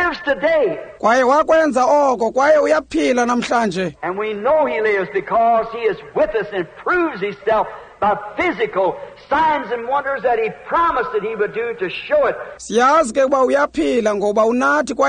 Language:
Xhosa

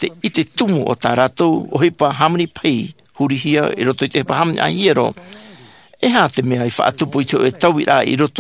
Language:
Tahitian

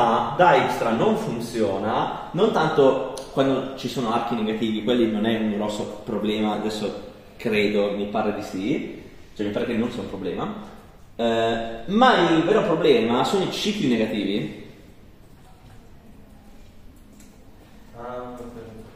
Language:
Italian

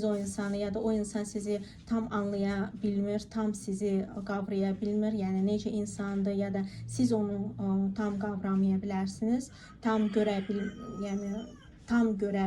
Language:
Azerbaijani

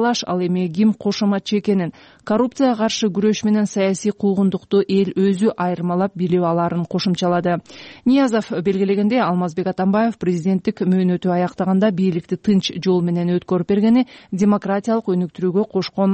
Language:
Kyrgyz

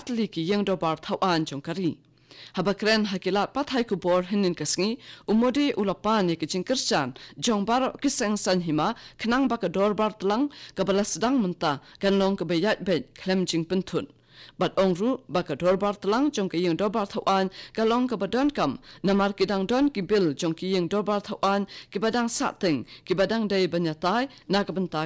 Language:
Khasi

